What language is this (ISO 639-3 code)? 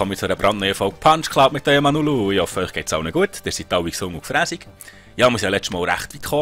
gsw